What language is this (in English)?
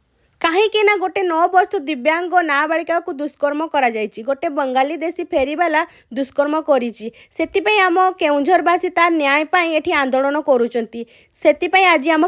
Odia